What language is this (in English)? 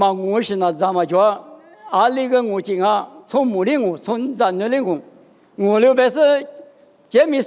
Lisu